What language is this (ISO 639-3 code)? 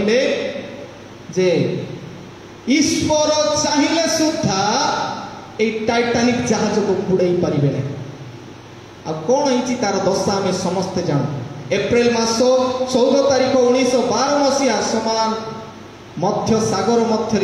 ori